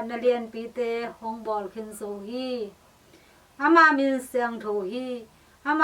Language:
Tedim Chin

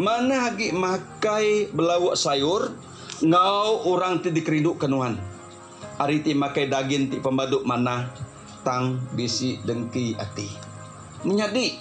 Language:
Iban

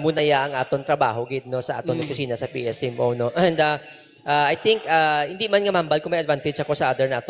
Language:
Hiligaynon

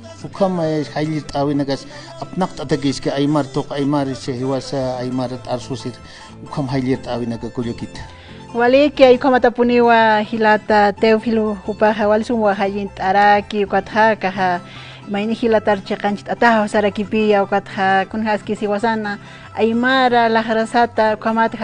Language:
Aymara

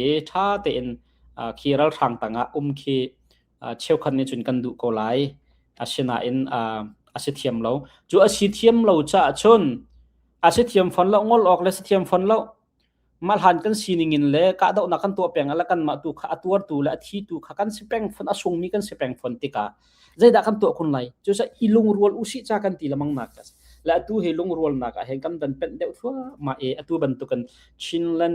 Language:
Hakha Chin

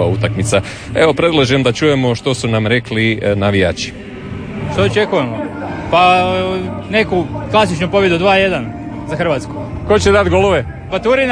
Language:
Croatian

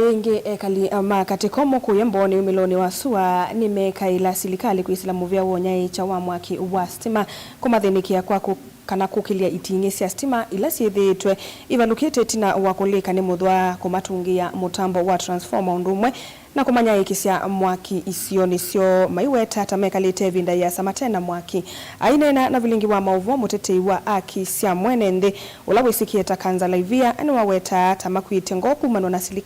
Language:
Kamba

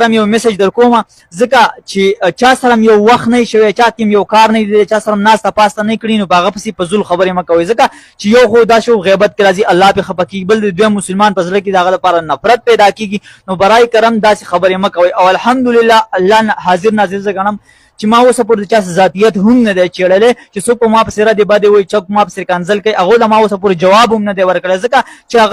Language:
Pashto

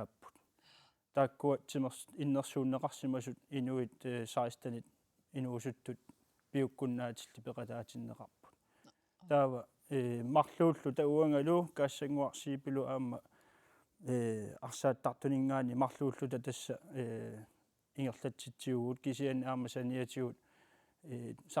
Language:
Kalaallisut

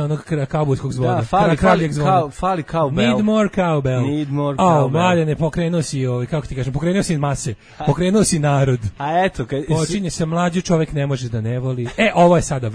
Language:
Serbian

